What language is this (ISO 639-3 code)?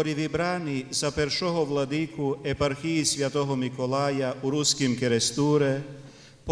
rue